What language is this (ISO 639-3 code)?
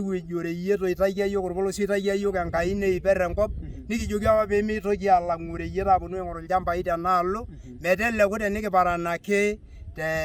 mas